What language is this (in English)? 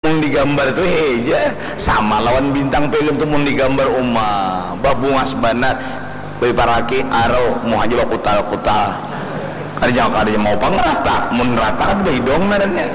Banjar